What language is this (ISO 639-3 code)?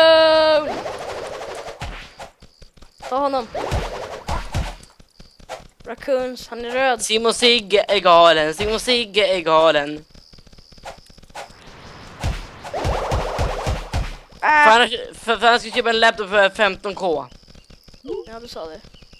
swe